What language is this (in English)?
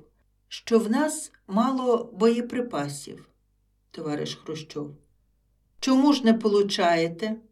Ukrainian